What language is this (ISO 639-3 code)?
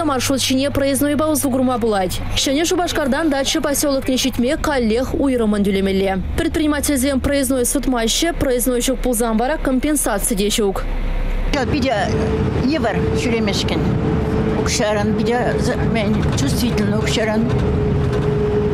chv